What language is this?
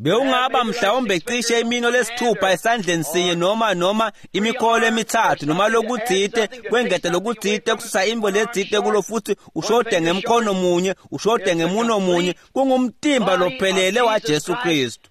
Swati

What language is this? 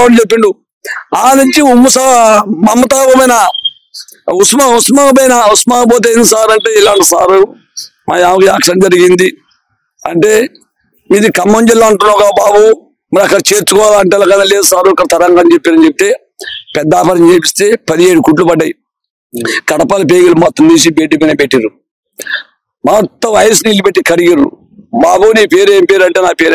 Telugu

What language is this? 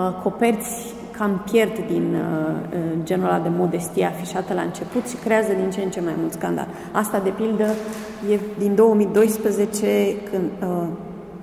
Romanian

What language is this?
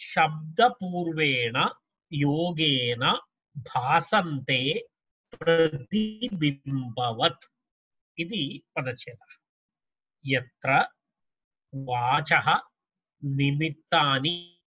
Sanskrit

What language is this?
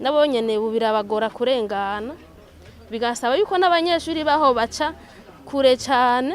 Rundi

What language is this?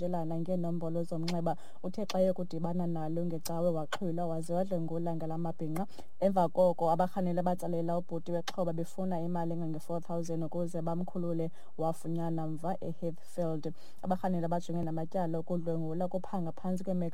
Xhosa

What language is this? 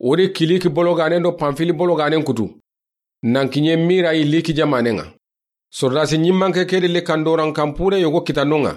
Soninke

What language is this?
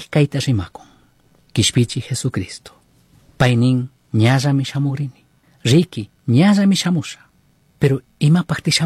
Chimborazo Highland Quichua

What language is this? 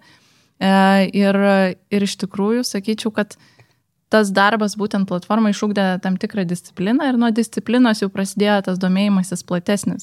Lithuanian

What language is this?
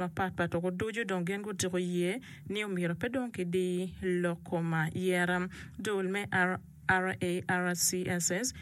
Acoli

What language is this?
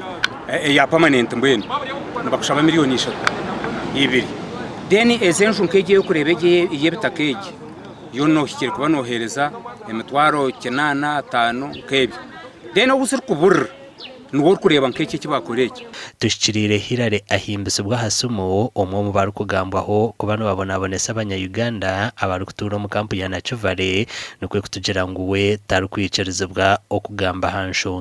Nyankole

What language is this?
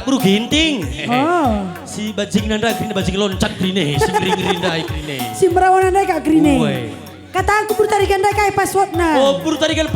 Batak Karo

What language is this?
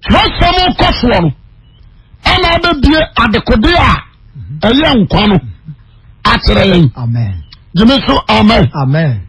Akan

